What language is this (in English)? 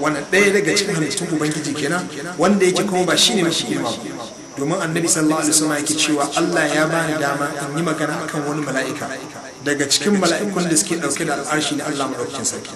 Hausa